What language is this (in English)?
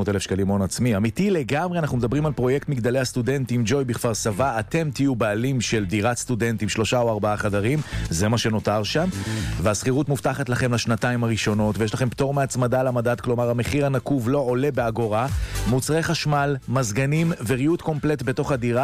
Hebrew